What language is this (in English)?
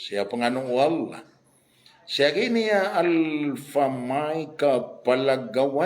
Maranao